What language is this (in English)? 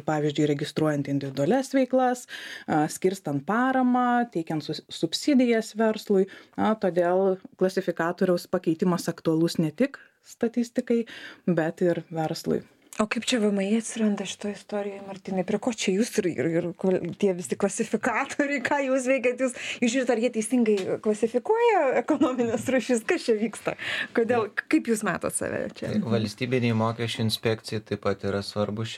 Lithuanian